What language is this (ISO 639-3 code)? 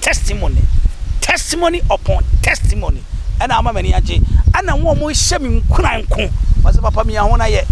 aka